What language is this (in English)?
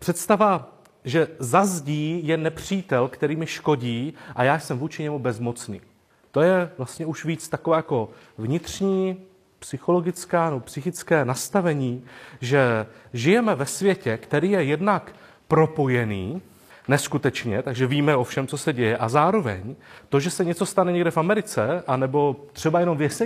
Czech